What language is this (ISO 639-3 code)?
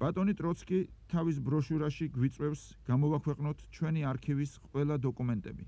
kat